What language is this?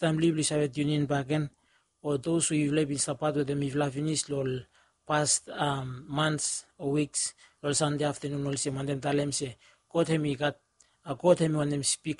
Bislama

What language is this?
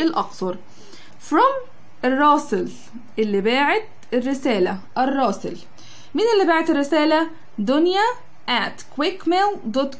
Egyptian Arabic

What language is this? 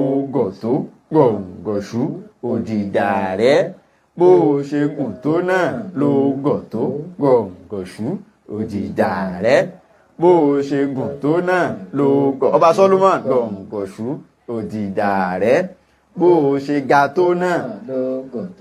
Yoruba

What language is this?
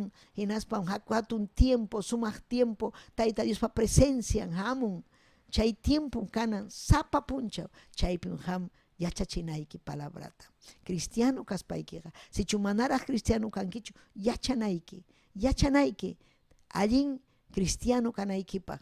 Ayacucho Quechua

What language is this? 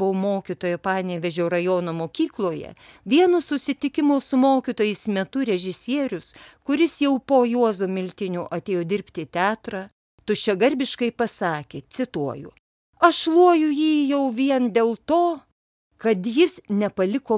Lithuanian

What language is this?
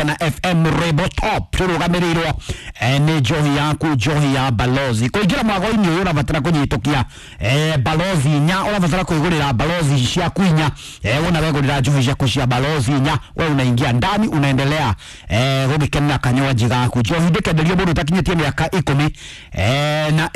Kikuyu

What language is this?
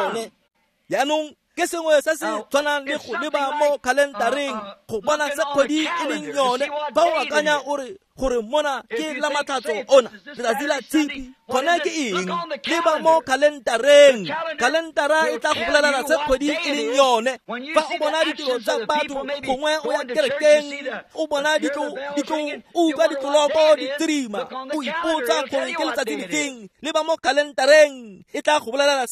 Tswana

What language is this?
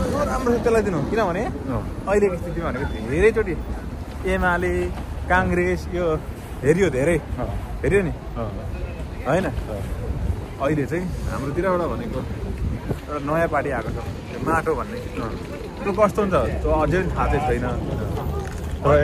Nepali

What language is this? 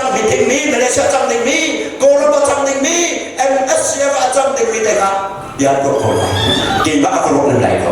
Hakha Chin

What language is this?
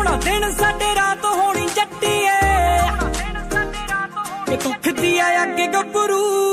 Punjabi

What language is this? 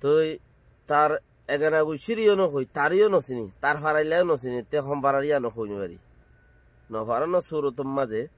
Rohingya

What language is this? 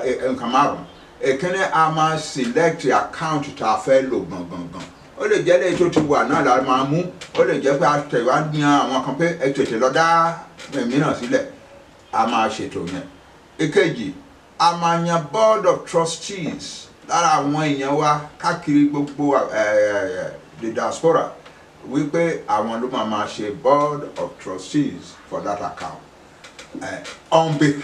Yoruba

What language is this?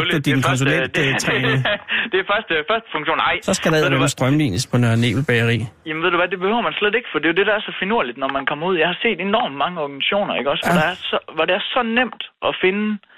Danish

